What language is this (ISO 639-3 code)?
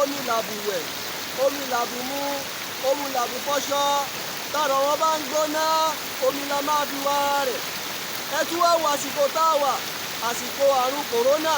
yor